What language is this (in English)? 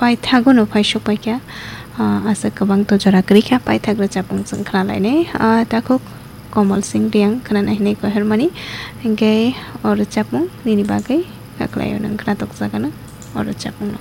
Kok Borok